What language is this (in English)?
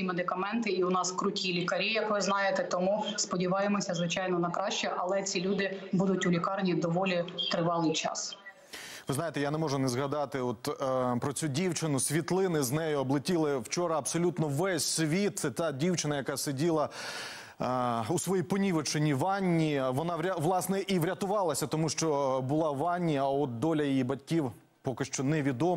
Ukrainian